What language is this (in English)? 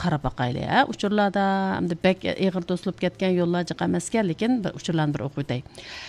Uyghur